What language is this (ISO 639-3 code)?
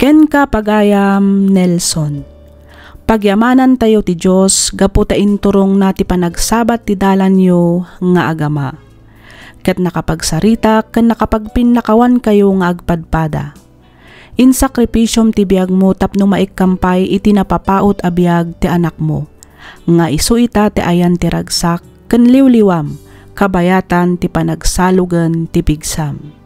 ilo